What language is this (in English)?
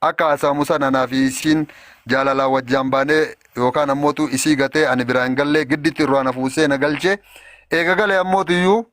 Oromo